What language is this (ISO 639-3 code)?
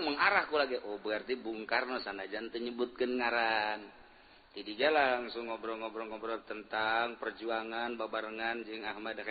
sun